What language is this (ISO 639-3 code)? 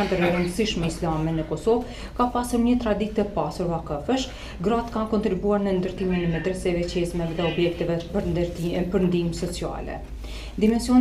sqi